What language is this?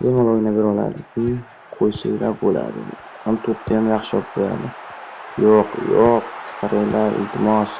Uzbek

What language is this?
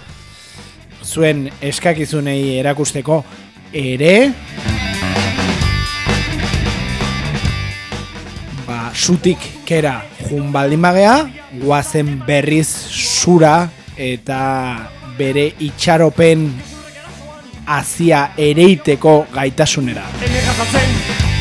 Basque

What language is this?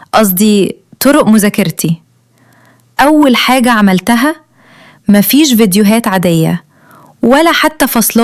Egyptian Arabic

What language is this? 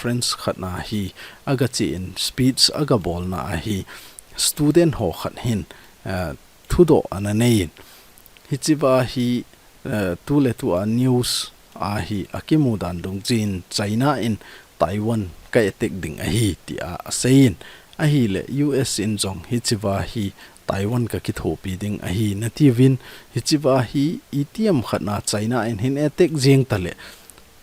Thado Chin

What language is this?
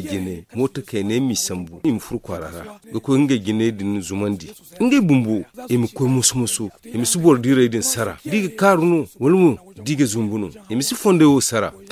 Zarma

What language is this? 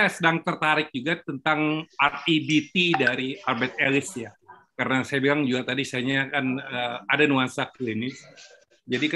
Indonesian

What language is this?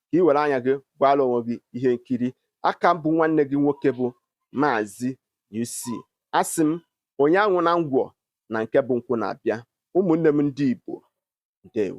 Igbo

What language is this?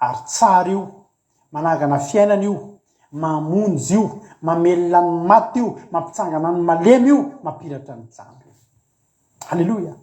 Malagasy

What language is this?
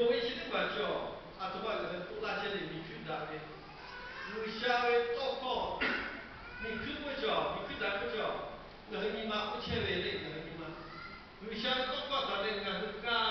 Lahu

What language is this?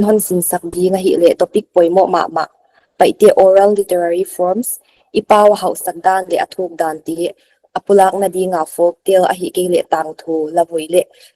Paite Chin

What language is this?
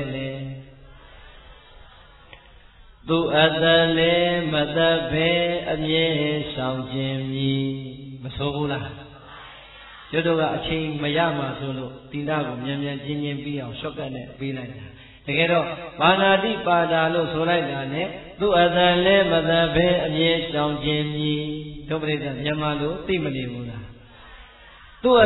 Burmese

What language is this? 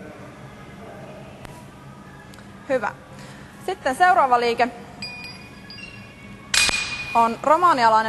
Finnish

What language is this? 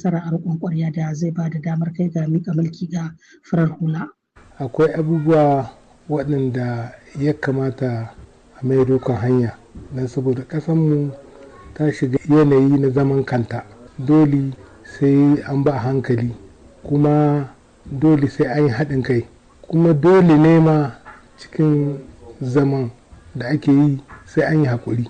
Hausa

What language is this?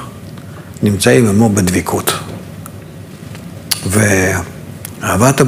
Hebrew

